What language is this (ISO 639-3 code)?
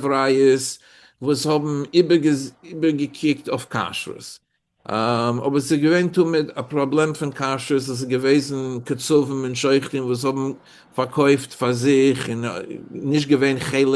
yid